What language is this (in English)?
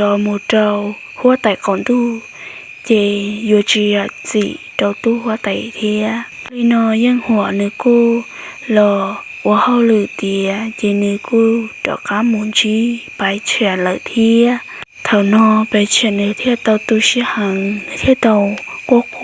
Hmong